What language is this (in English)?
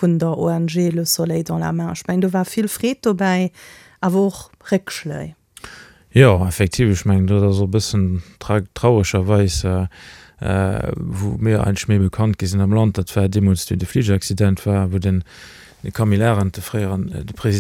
Luxembourgish